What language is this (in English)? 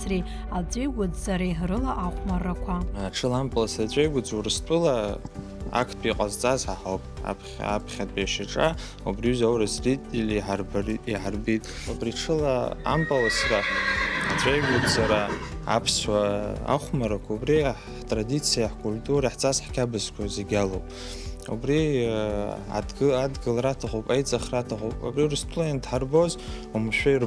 Abkhazian